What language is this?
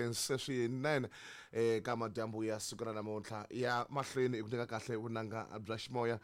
Tsonga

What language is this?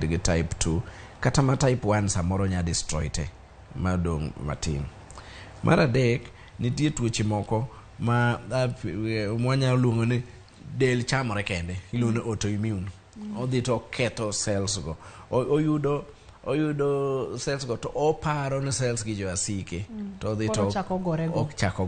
Luo (Kenya and Tanzania)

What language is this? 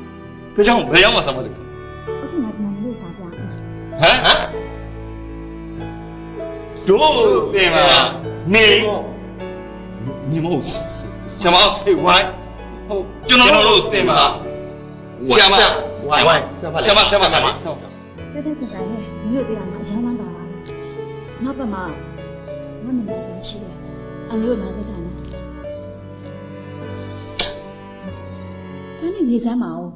Burmese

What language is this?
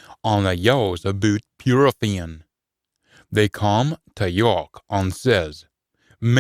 Scots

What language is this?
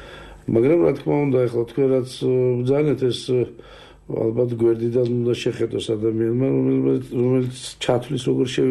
Georgian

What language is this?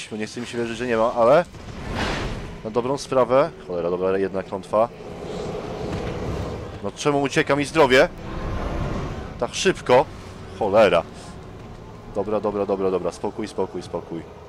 Polish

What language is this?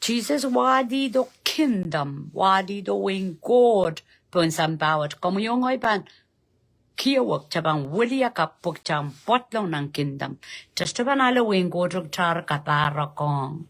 Pohnpeian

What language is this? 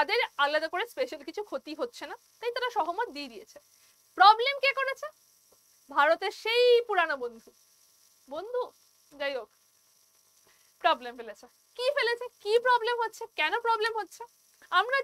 Bangla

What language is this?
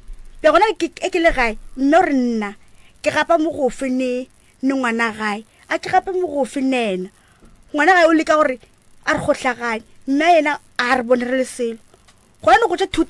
Northern Sotho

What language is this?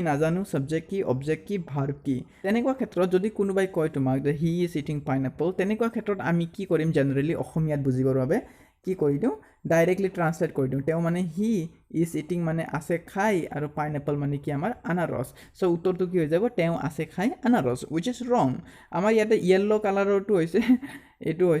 Assamese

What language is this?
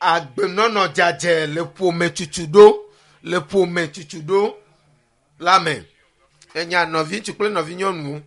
Ewe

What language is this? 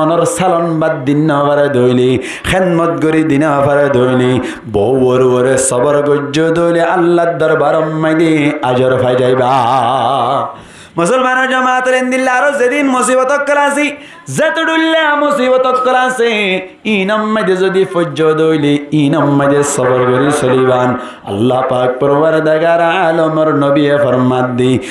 Rohingya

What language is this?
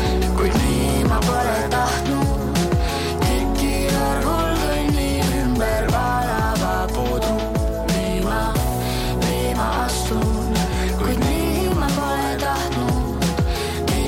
Estonian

